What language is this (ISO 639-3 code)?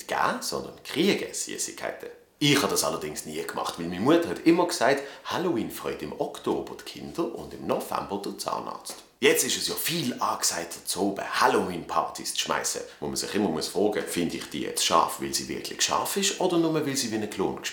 gsw